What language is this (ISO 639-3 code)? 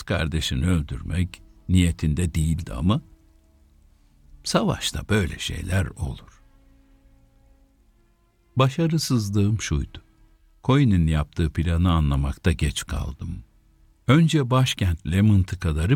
tur